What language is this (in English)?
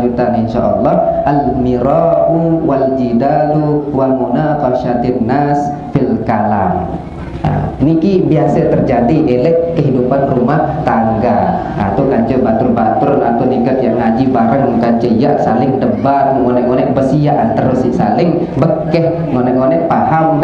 Sasak